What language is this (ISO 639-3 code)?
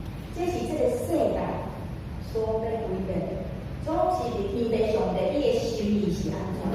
nan